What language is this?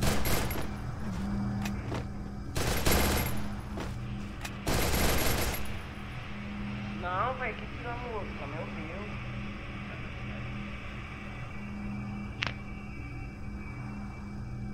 Portuguese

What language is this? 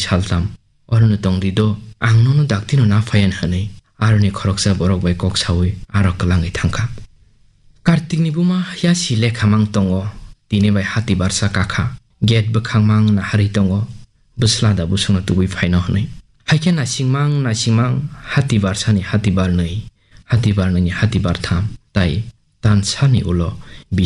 Kok Borok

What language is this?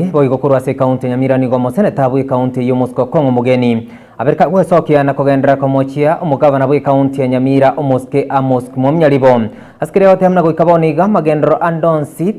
Gusii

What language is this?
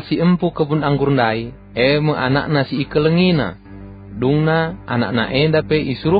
Batak Karo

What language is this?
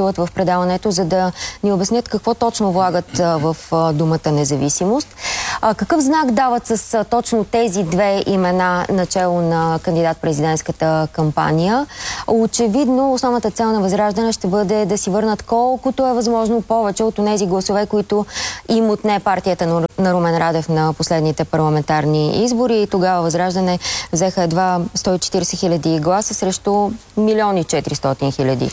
Bulgarian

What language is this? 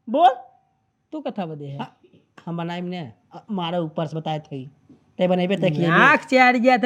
Awadhi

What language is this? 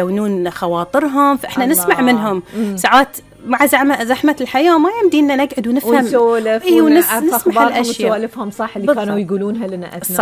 Gulf Arabic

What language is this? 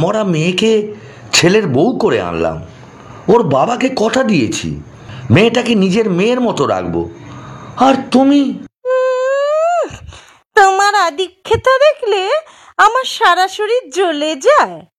Bangla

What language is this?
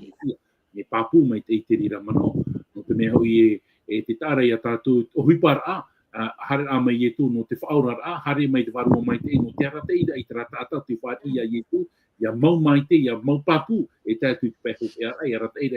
Tahitian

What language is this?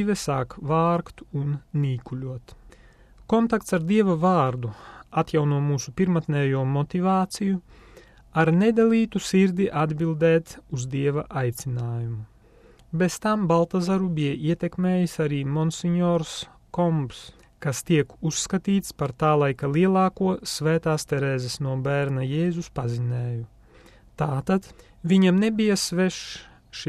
Latvian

